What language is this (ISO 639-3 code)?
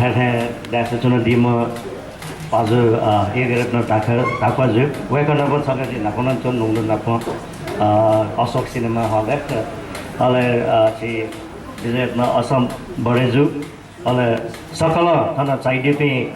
new